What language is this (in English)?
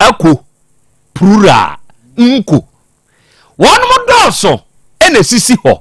Akan